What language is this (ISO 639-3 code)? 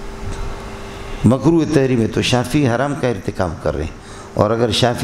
urd